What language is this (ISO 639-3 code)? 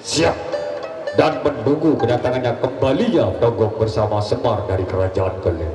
sas